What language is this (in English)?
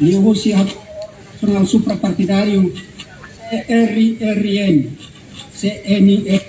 Tetum